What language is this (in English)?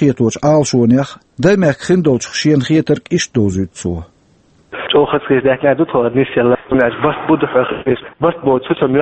Chechen